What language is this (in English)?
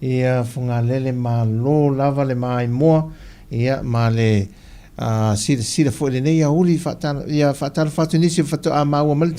Samoan